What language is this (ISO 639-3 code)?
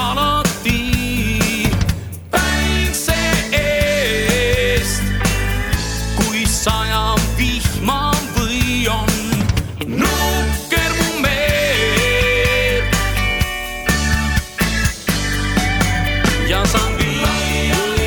est